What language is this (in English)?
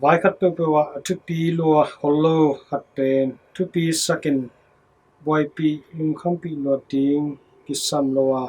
Tedim Chin